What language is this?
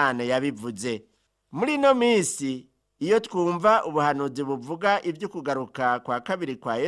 Rundi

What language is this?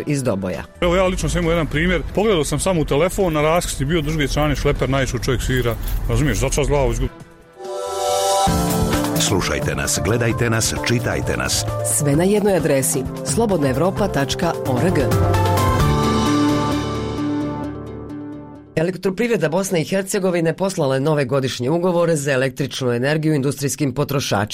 Bosnian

